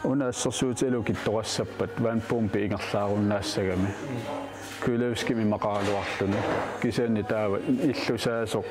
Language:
Kalaallisut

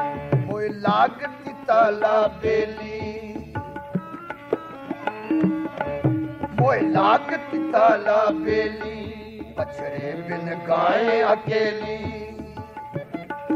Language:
Punjabi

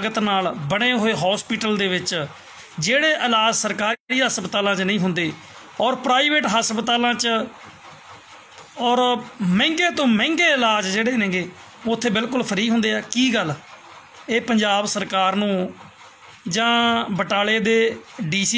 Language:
Punjabi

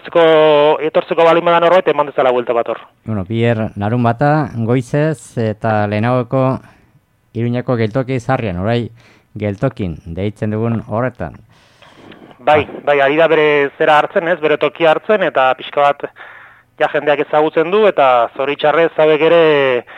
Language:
Basque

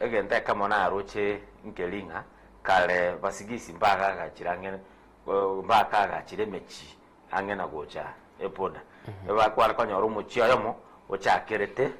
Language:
Gusii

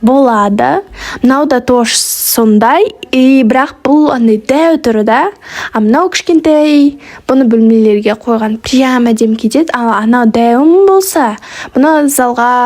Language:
Kazakh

